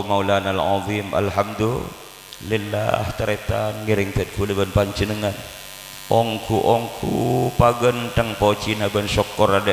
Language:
Madurese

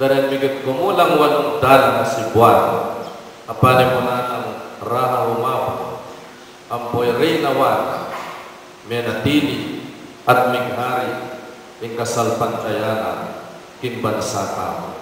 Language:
Pampanga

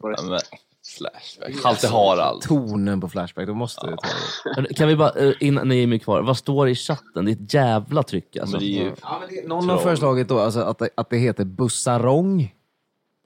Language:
Swedish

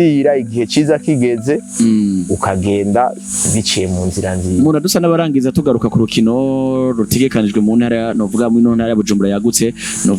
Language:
Rundi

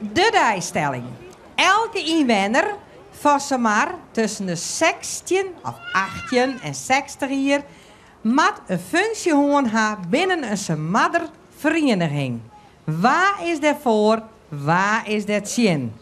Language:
Western Frisian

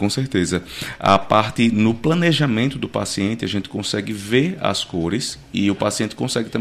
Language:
Portuguese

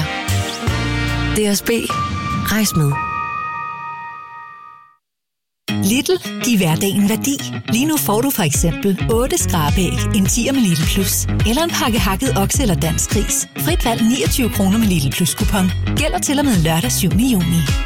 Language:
Danish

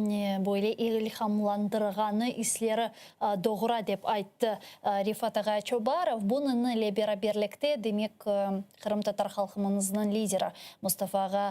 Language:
Crimean Tatar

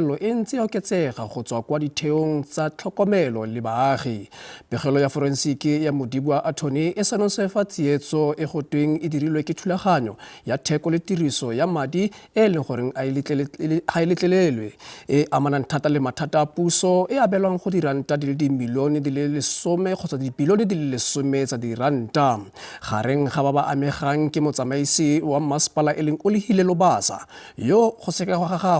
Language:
Tswana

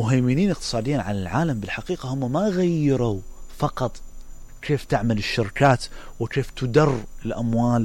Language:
Mesopotamian Arabic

